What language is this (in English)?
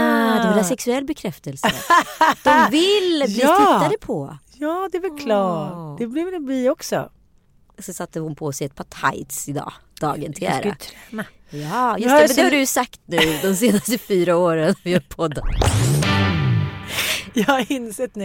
Swedish